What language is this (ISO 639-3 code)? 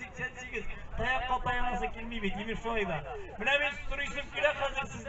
tat